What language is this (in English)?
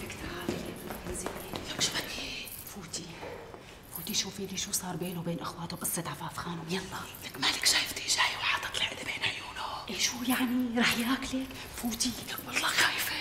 North Levantine Arabic